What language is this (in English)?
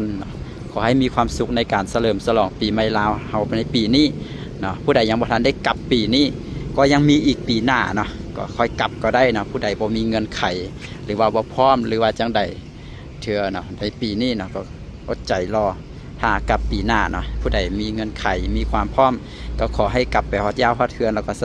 Lao